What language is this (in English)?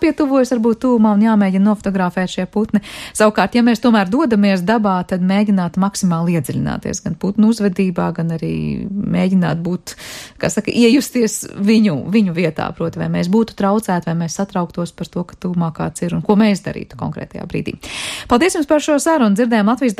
Latvian